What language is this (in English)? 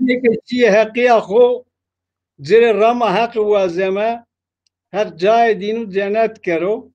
Zaza